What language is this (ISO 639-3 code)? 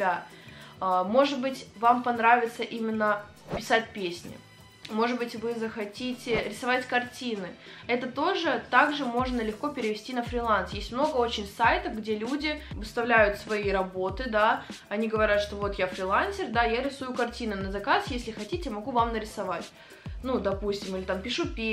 rus